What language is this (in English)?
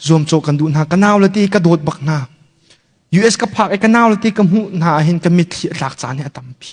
Hakha Chin